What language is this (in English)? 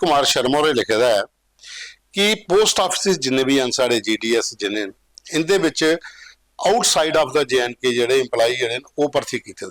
Dogri